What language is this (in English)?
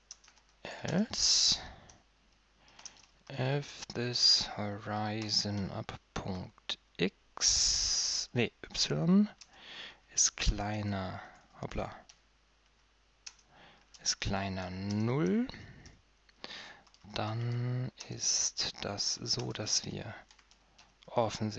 German